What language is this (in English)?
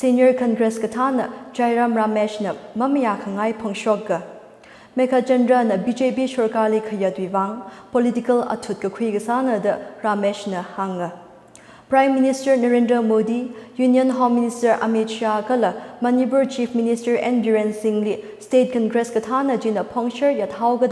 Tangkhul Naga (India)